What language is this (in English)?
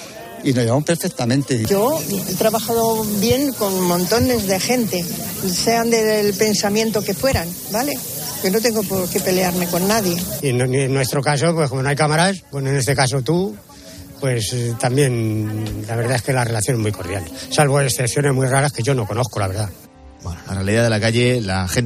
Spanish